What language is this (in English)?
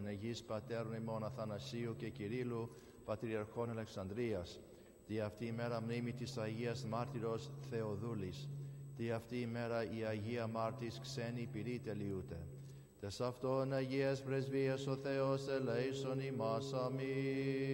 Greek